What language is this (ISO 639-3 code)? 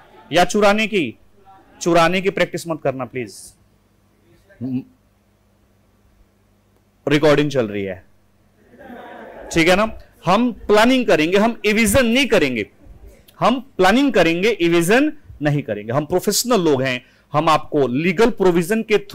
hin